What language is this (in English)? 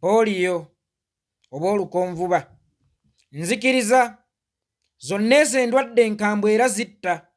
Ganda